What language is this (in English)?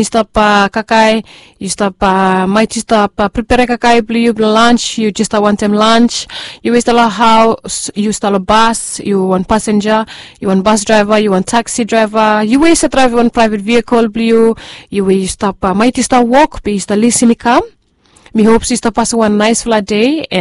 Bislama